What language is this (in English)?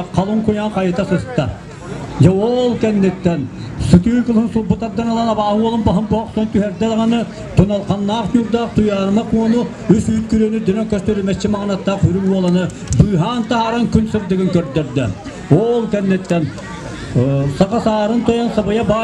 Yakut